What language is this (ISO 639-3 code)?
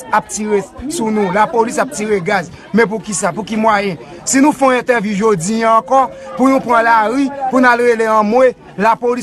hat